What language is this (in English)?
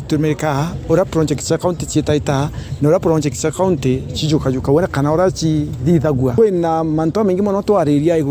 Meru